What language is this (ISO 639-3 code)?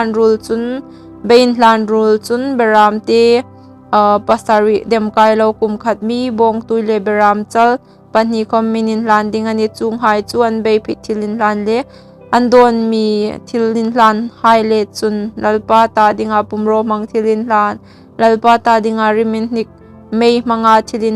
hmr